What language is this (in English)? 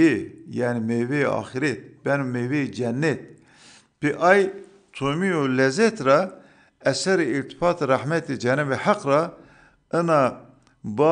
Zaza